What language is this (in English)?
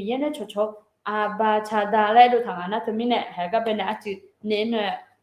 Akha